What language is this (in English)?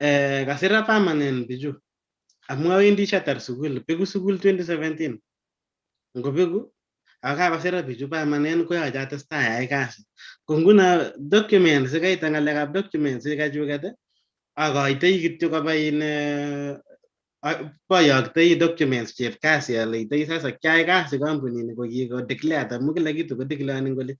Kalenjin